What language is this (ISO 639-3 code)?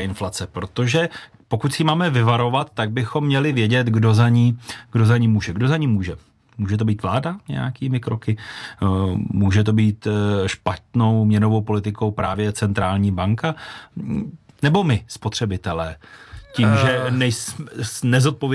ces